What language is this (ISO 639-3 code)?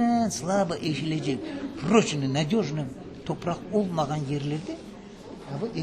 crh